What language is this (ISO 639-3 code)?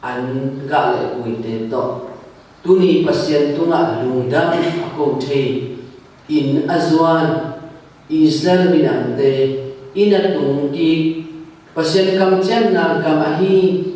ctd